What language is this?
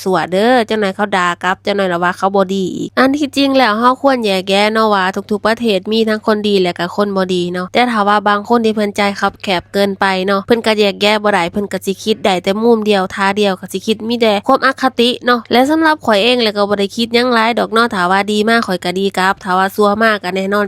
Lao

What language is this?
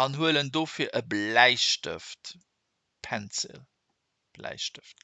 Luxembourgish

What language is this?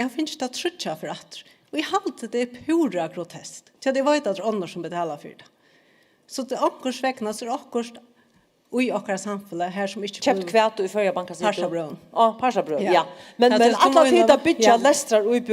Faroese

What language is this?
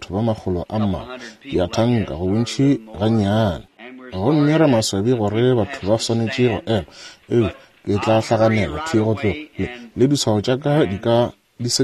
Northern Sotho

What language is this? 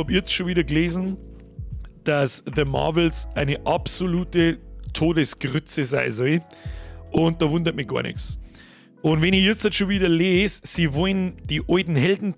Bavarian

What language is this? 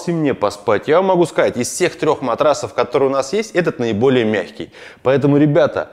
Russian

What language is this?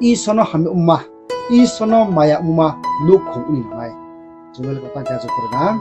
Riang (India)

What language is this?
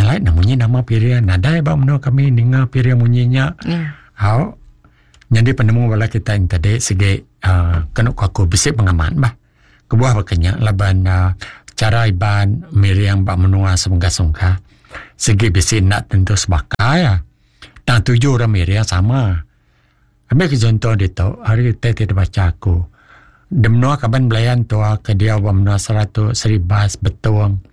Iban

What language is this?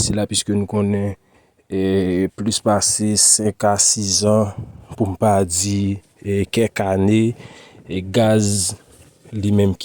Haitian Creole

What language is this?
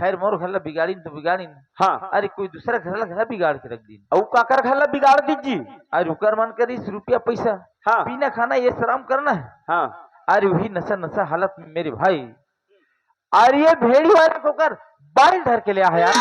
Chhattisgarhi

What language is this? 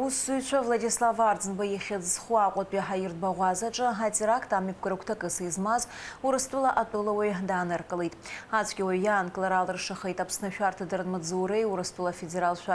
Abkhazian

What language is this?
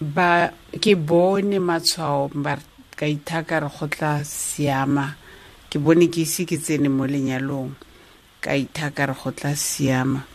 Tswana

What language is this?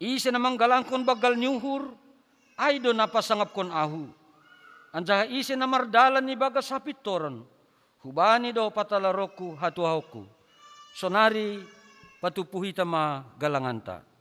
Batak Simalungun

